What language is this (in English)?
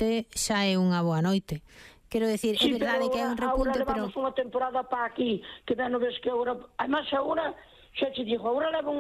Galician